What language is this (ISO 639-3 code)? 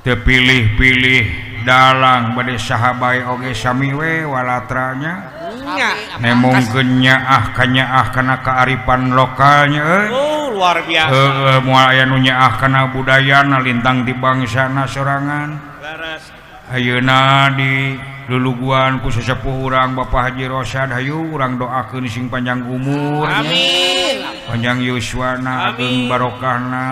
sun